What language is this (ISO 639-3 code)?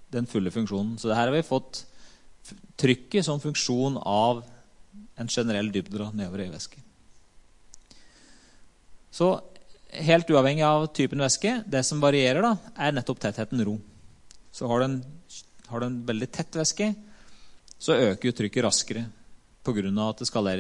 nor